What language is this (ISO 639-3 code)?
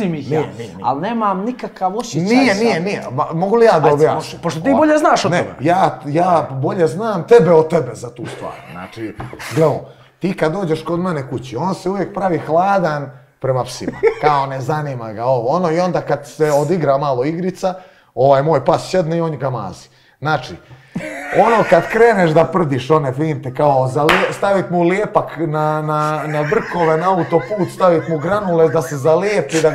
bos